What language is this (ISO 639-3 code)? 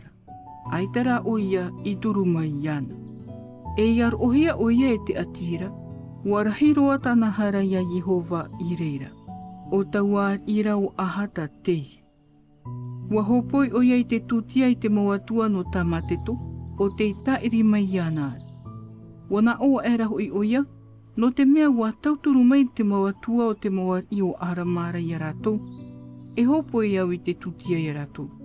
tah